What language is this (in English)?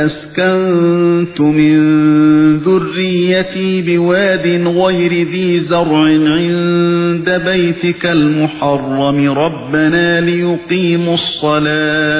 Uyghur